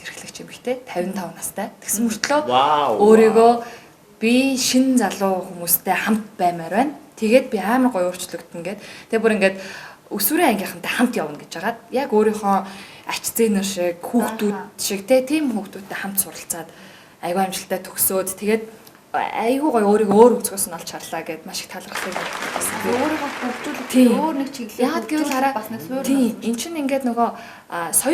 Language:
Mongolian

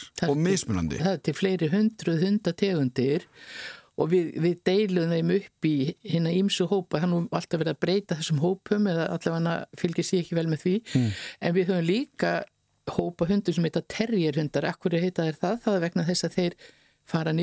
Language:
Icelandic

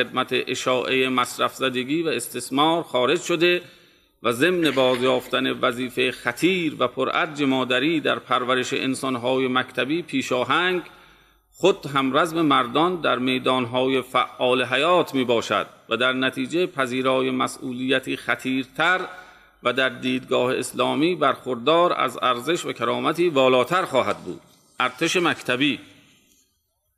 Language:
Persian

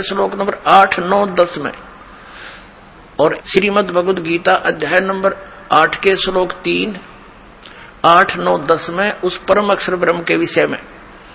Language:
Hindi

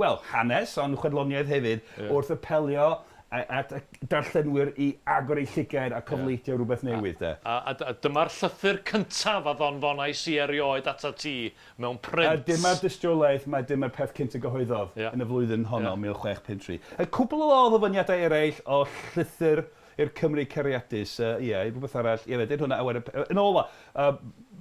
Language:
Welsh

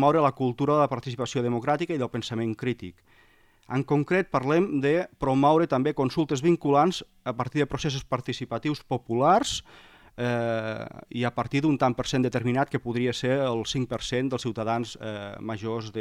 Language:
Catalan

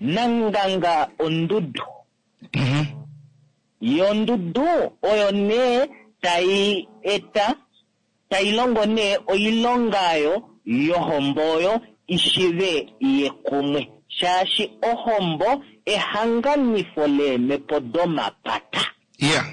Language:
Kuanyama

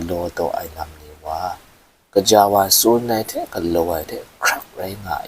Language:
Kachin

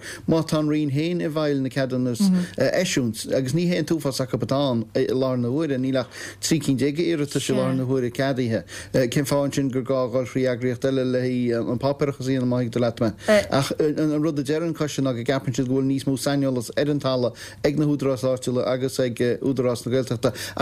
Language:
Irish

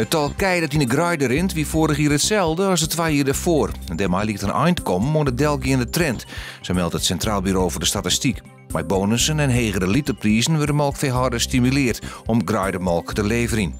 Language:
Western Frisian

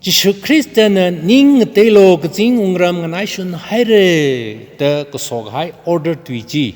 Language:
Tangkhul Naga (India)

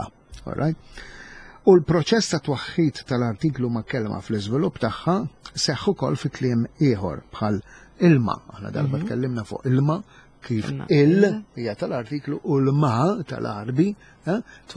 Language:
Maltese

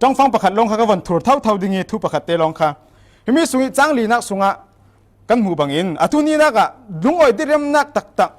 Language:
Falam Chin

